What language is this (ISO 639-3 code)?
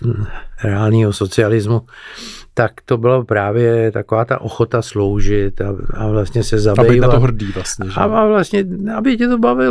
ces